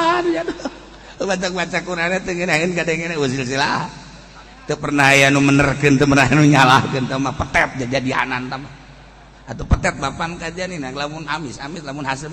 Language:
Sundanese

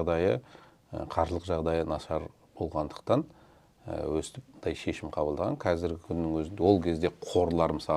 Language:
Kazakh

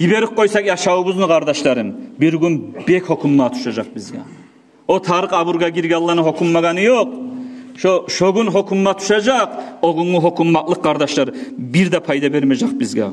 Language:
Kumyk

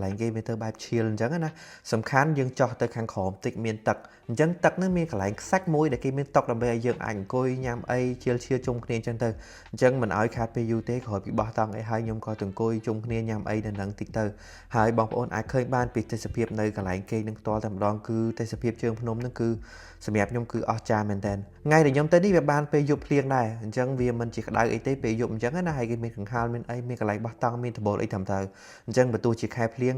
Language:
Khmer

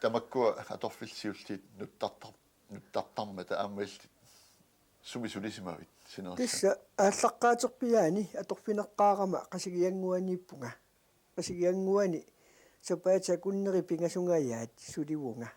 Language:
Kalaallisut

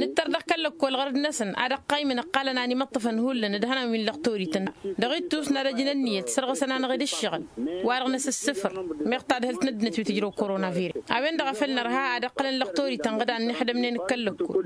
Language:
Tamasheq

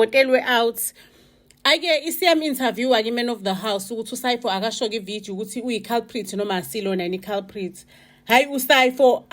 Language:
Zulu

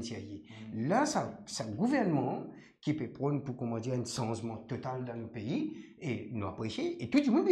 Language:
Morisyen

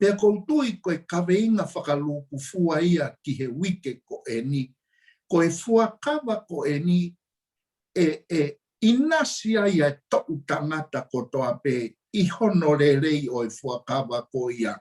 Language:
Tongan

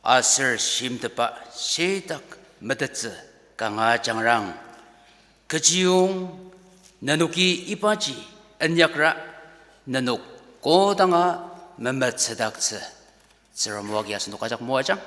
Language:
Ao Naga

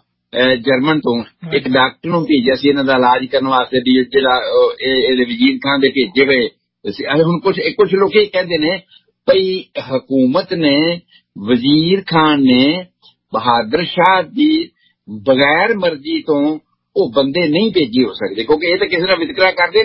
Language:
Punjabi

